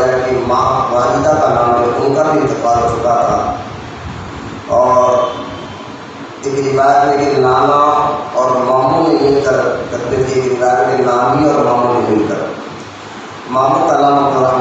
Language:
Urdu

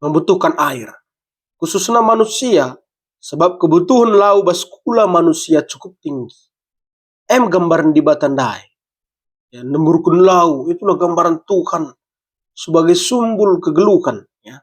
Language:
Batak Karo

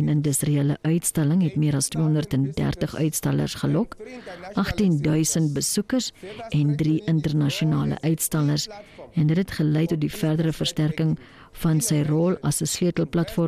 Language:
Afrikaans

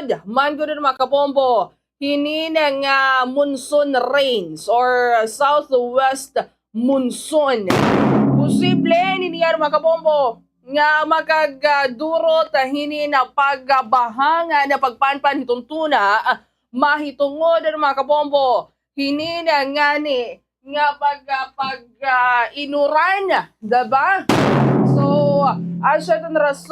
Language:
Waray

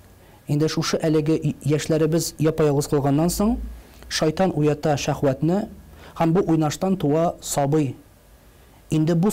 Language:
Tatar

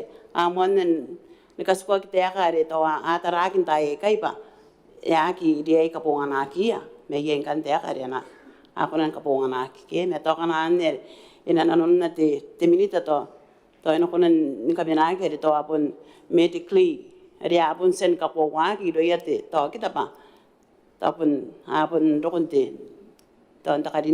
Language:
Gilbertese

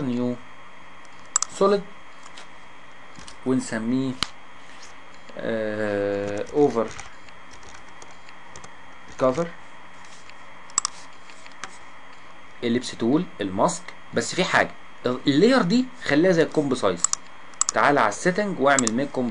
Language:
Egyptian Arabic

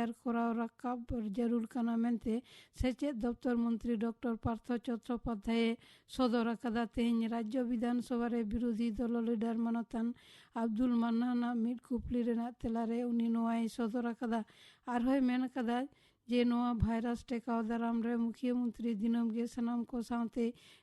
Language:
Santali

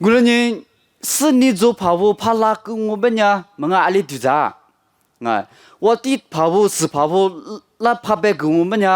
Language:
Lisu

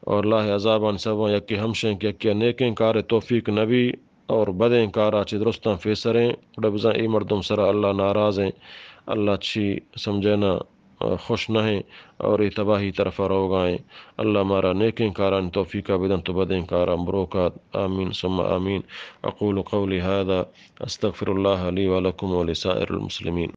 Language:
Eastern Balochi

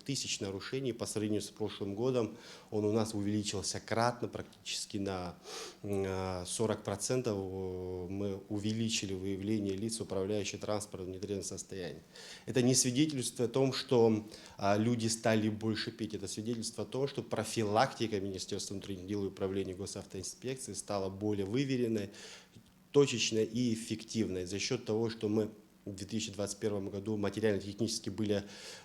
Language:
Abkhazian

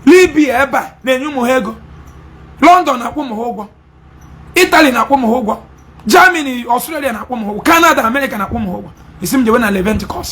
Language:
Igbo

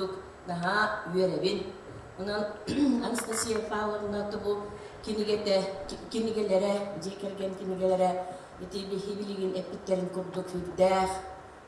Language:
Yakut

